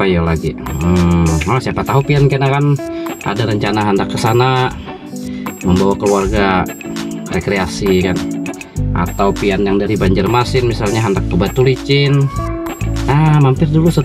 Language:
Banjar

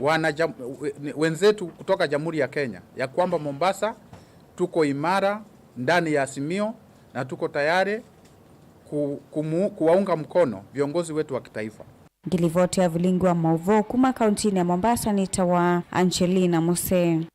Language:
Kamba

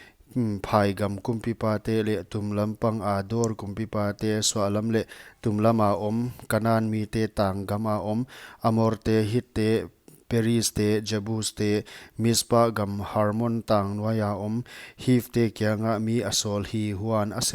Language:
Paite Chin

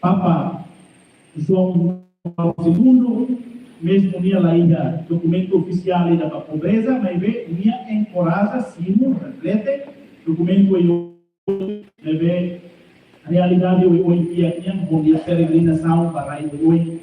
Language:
Tetum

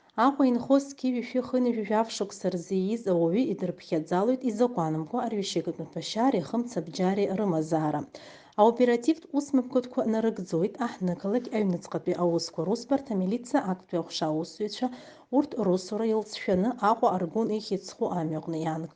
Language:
Abkhazian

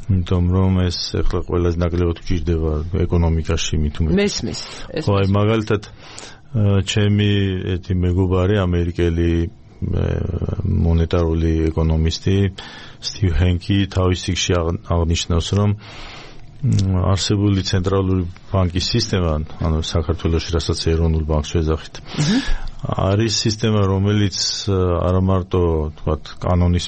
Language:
Georgian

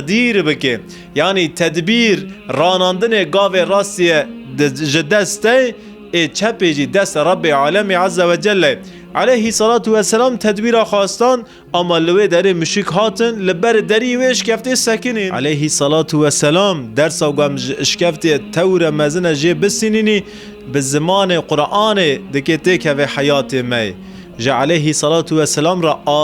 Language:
Kurdish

